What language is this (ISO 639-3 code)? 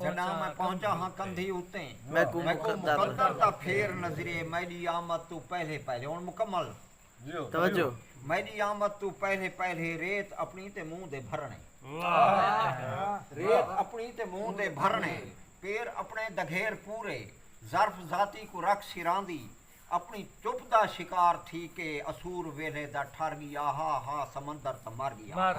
skr